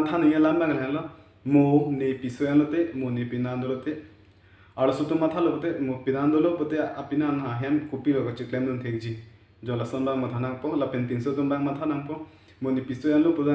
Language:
Karbi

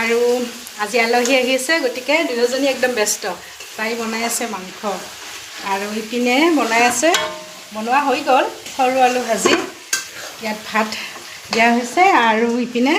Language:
Assamese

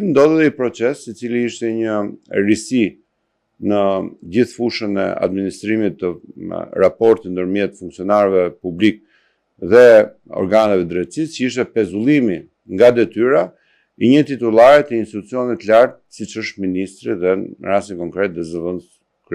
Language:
Albanian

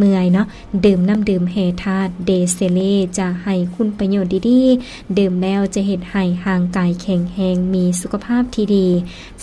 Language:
Lao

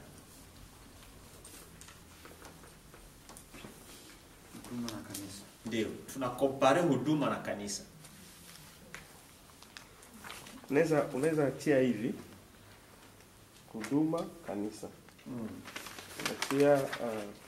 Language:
Swahili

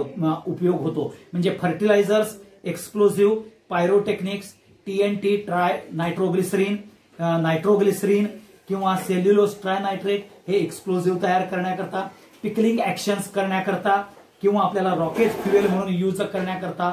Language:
Marathi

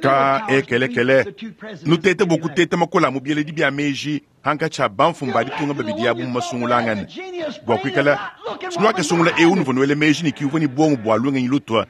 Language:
Luba-Lulua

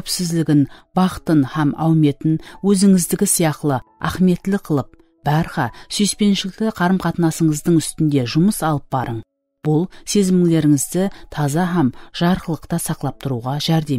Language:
Kara-Kalpak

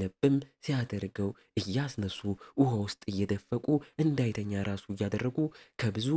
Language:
Amharic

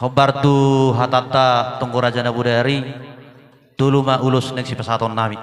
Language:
Batak Toba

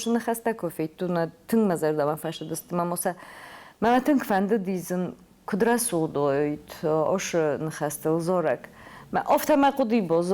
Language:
Ossetic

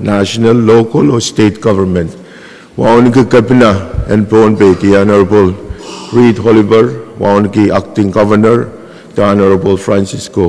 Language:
Pohnpeian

